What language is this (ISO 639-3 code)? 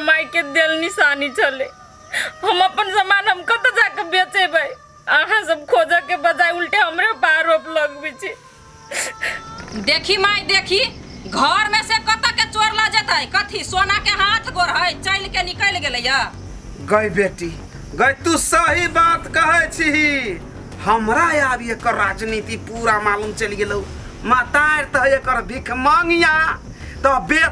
mai